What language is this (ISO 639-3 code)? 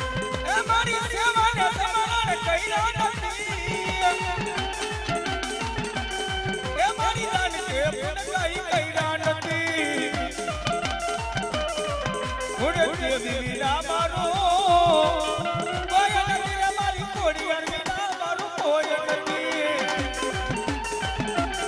guj